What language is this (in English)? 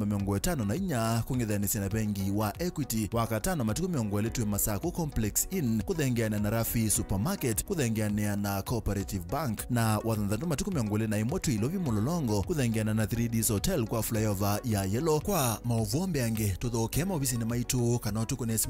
Kamba